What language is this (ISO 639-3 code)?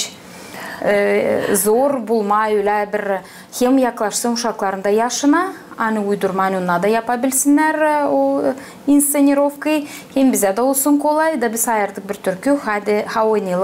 gag